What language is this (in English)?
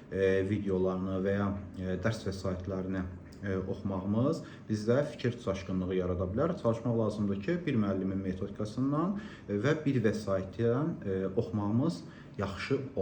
Azerbaijani